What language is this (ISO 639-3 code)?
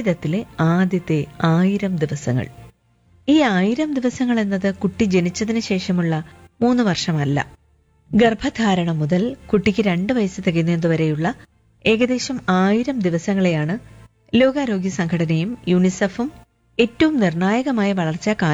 mal